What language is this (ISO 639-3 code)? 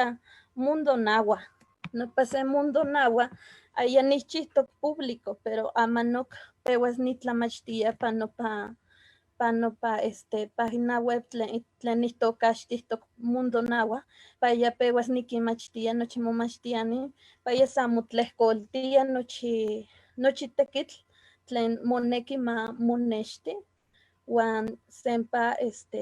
nhe